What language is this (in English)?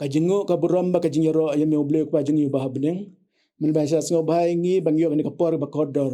Khasi